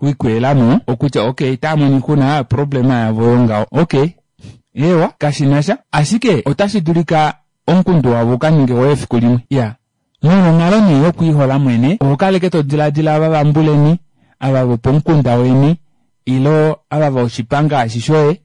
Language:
Kuanyama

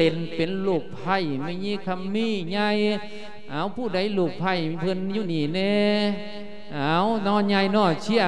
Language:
Lao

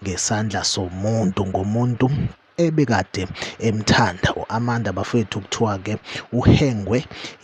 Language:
Zulu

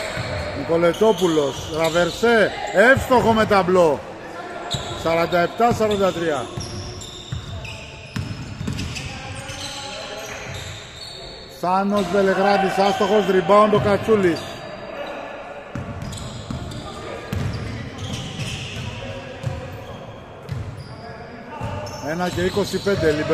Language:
Greek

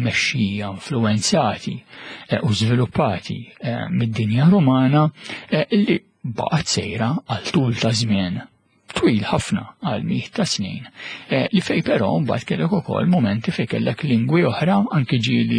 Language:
Maltese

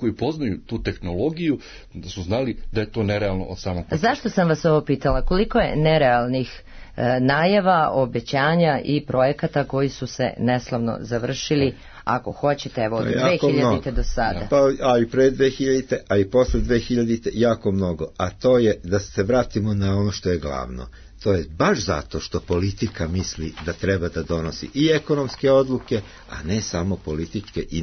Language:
Serbian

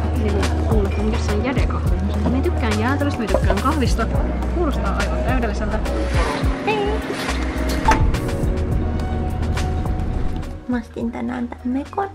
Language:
Finnish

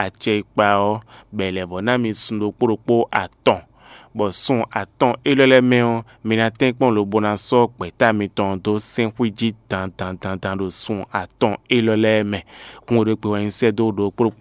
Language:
Fon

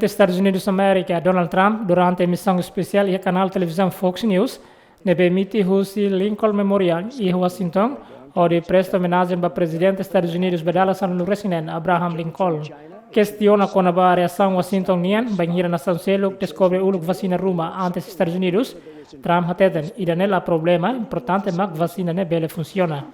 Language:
Tetum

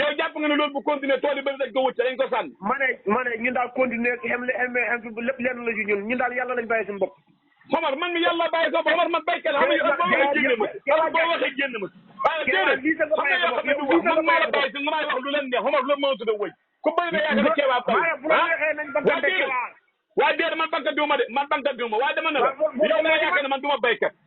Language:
Wolof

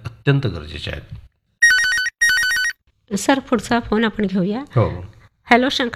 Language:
Marathi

